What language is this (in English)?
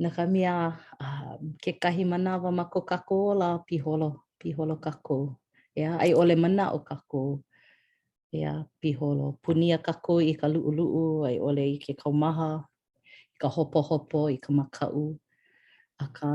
Hawaiian